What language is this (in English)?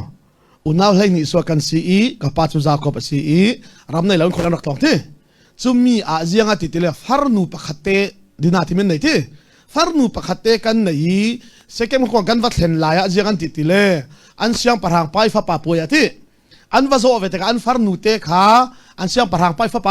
Hakha Chin